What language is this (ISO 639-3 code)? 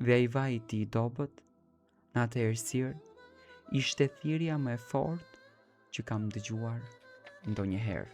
sqi